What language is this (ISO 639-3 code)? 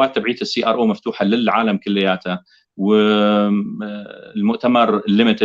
apc